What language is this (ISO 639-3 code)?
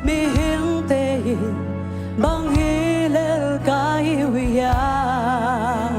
ctd